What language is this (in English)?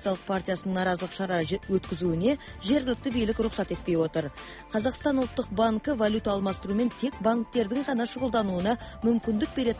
Kazakh